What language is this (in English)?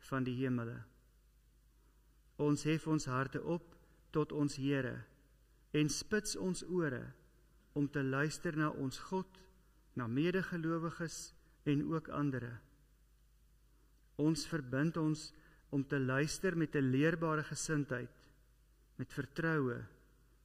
Afrikaans